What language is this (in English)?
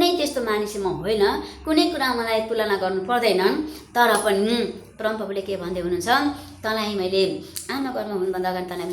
Nepali